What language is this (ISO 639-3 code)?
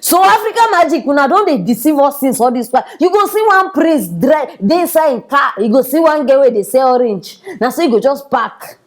pcm